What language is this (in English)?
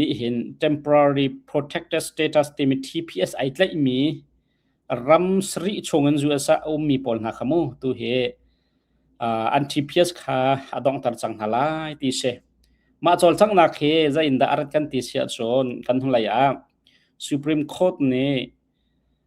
Hakha Chin